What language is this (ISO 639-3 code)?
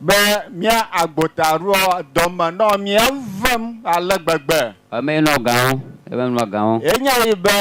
ewe